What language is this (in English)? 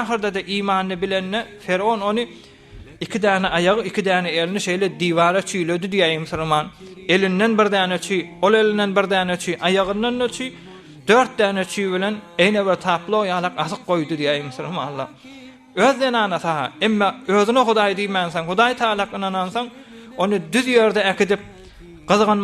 Turkmen